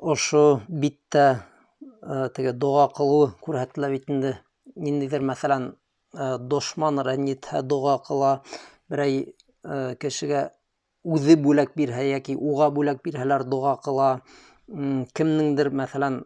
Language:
Bashkir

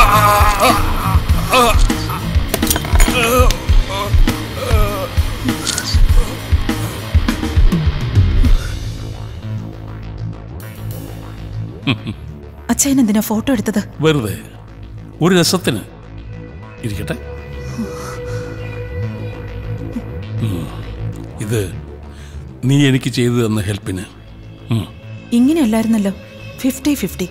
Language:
Malayalam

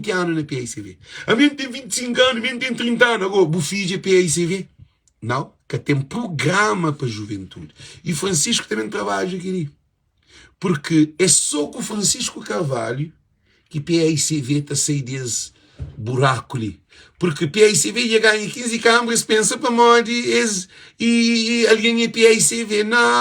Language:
Kabuverdianu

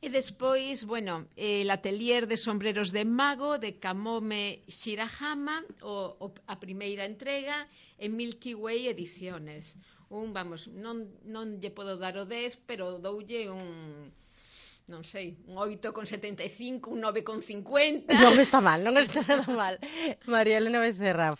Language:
Galician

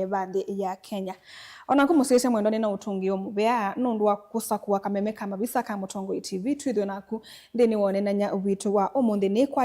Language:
Kamba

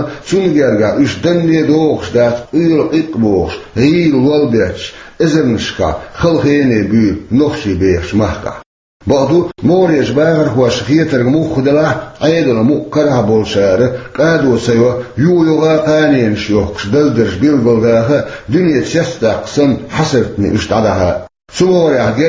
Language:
Chechen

